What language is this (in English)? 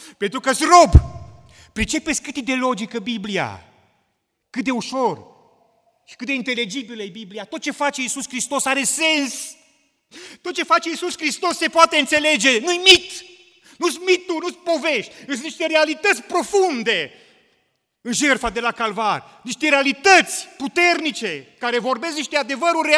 Romanian